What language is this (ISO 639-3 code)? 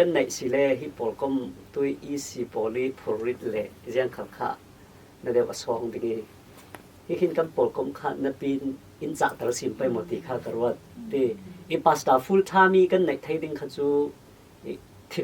cfm